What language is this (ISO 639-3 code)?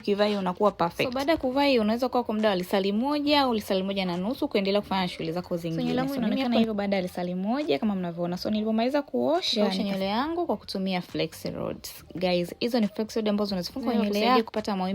swa